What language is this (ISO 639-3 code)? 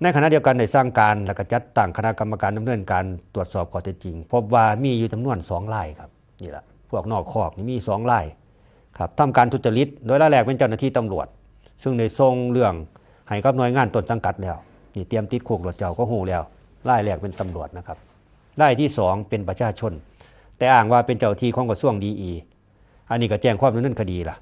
lao